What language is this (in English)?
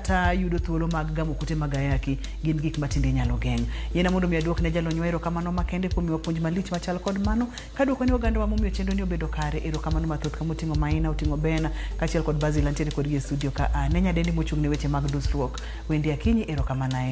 Luo (Kenya and Tanzania)